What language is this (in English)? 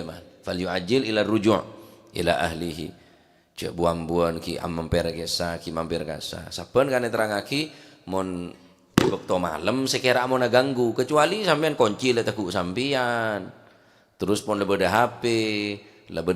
Madurese